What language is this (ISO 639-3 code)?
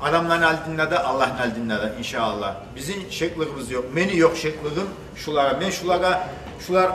kum